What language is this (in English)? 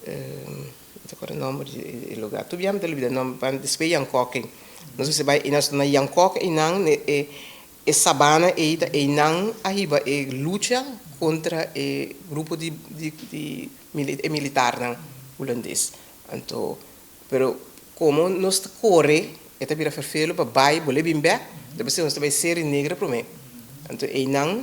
Papiamento